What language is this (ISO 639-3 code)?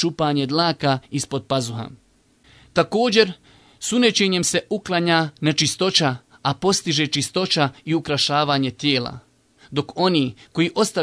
bos